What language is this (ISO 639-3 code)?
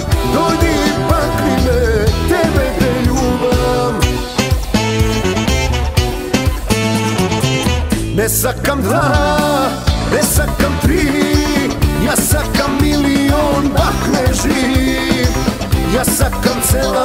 mkd